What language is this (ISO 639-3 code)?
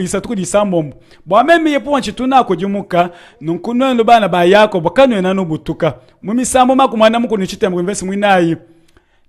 lua